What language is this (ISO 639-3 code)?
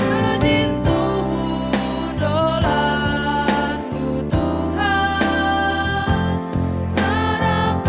btx